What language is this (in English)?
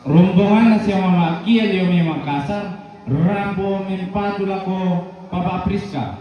Toraja-Sa'dan